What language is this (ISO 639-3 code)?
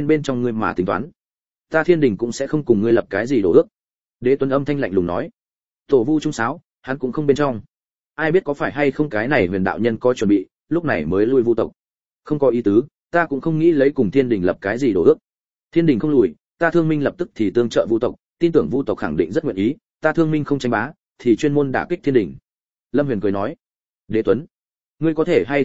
vie